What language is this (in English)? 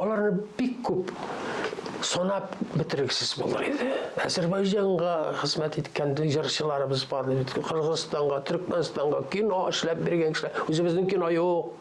Tatar